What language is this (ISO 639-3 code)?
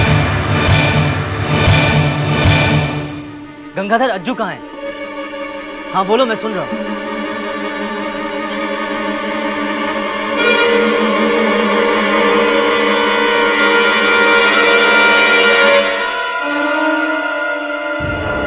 hin